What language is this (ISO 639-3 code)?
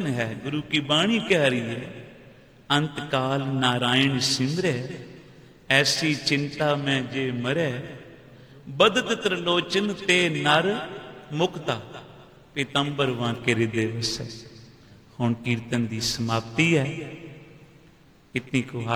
pan